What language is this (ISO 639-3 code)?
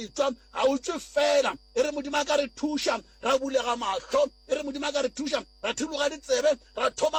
nso